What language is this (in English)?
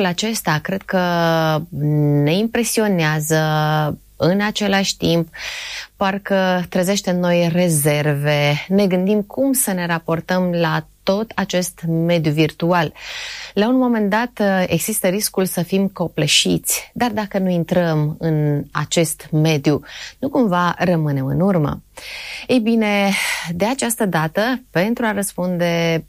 Romanian